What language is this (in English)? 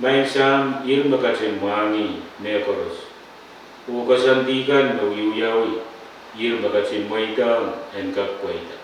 Pohnpeian